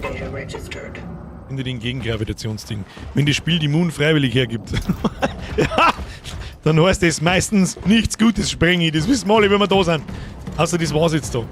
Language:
Bavarian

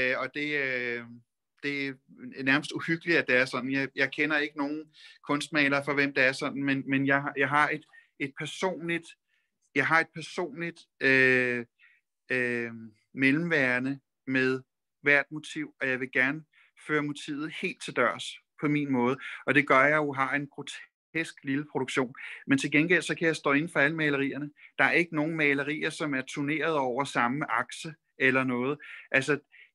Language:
Danish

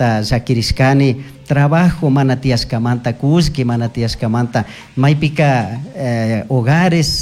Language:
Chimborazo Highland Quichua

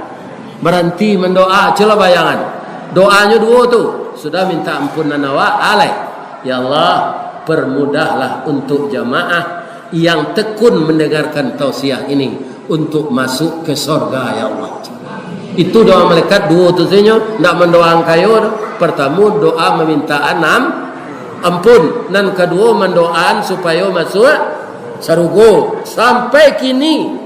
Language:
Minangkabau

